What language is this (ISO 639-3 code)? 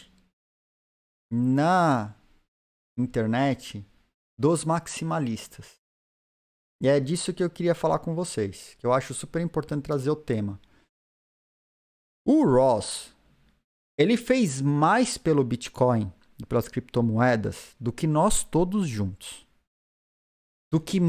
por